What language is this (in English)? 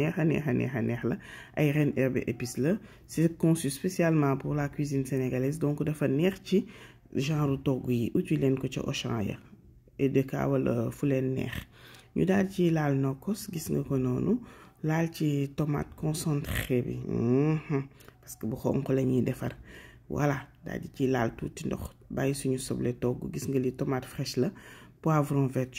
Wolof